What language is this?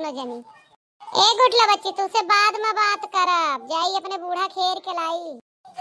Awadhi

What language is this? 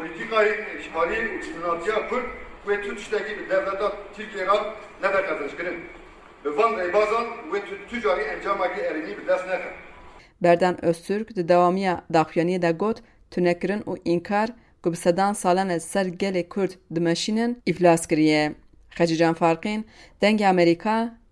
Kurdish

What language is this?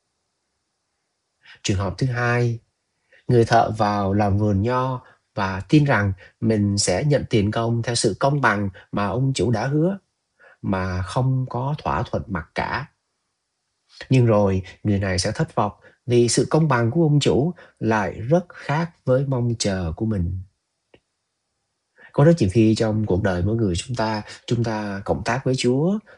Vietnamese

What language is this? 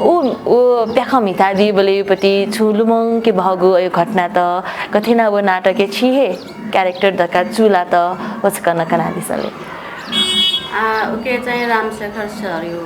Newari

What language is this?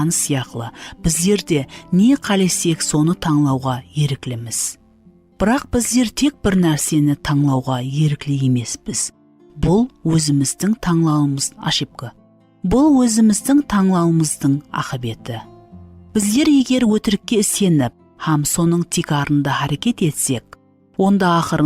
Kara-Kalpak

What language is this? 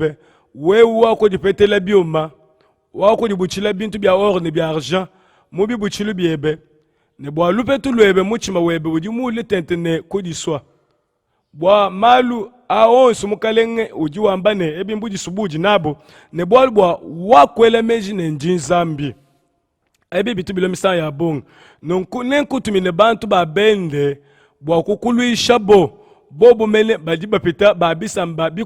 Luba-Lulua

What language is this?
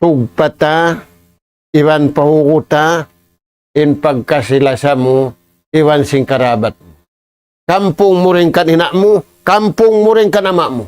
Tausug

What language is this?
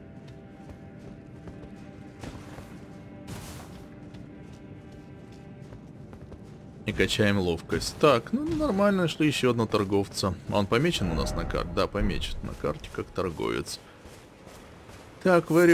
Russian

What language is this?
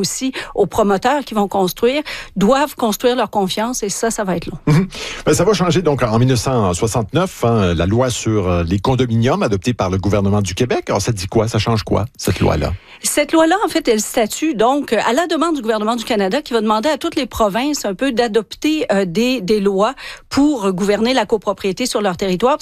French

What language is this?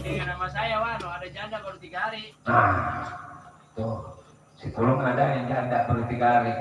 Betawi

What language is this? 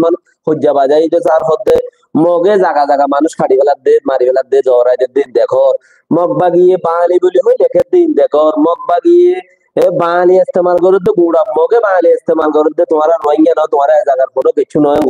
Rohingya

